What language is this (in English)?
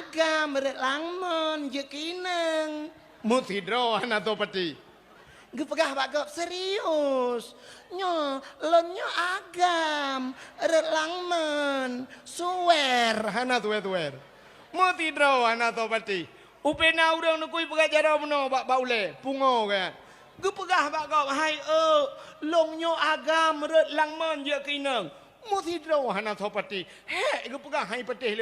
Achinese